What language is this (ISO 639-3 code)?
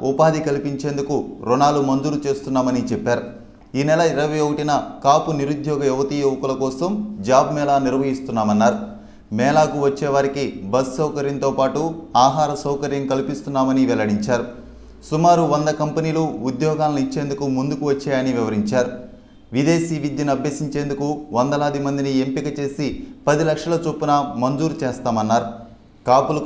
tel